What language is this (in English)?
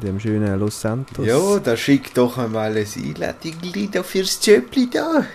Swiss German